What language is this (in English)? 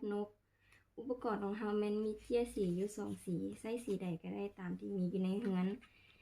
Lao